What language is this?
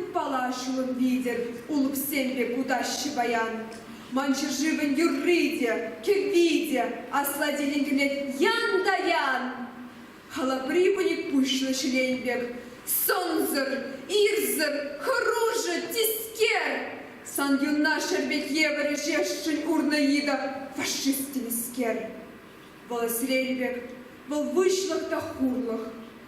Chuvash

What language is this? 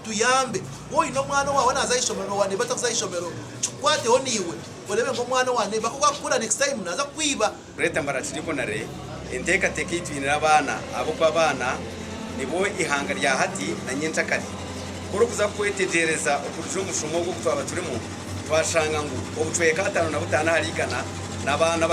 Nyankole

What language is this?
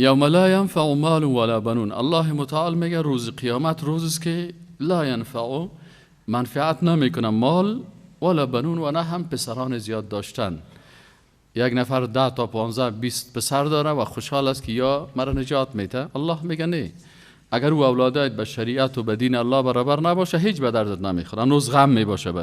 Persian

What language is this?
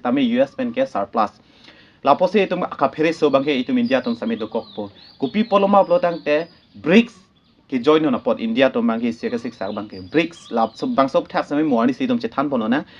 Karbi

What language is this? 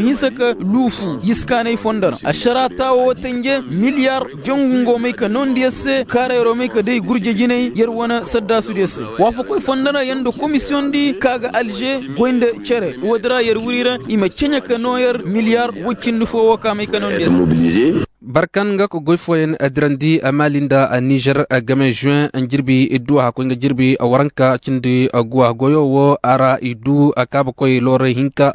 Koyraboro Senni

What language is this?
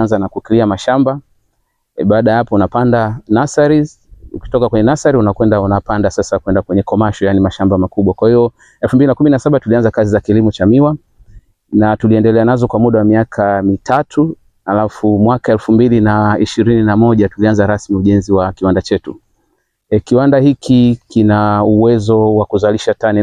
Swahili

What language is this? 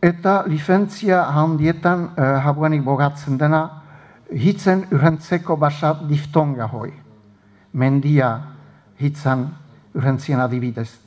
Basque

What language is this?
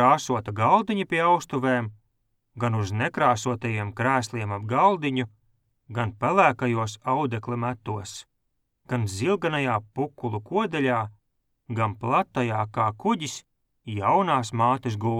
Latvian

